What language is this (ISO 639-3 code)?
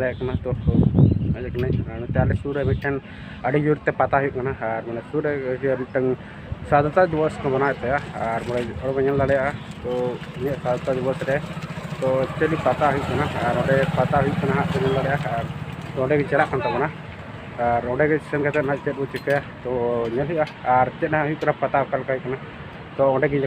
sat